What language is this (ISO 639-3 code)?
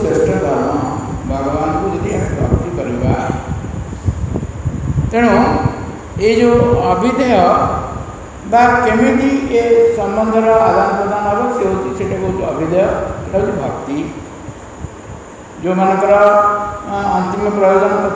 ori